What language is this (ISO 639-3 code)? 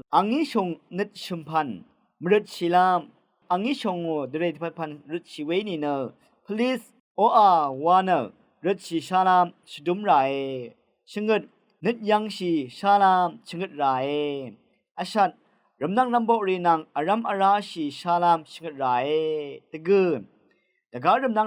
raw